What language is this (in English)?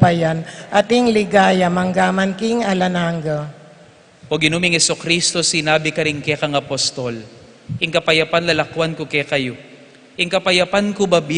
Pampanga